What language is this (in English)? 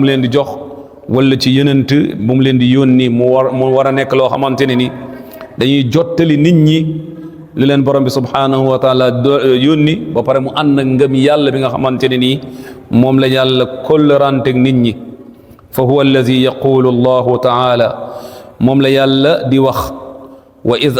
Wolof